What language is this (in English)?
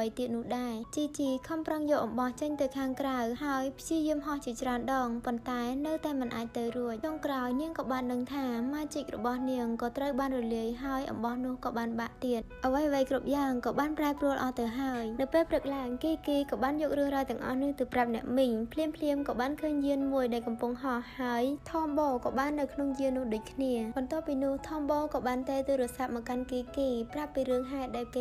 Khmer